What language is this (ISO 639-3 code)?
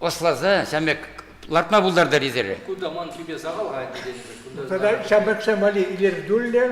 chv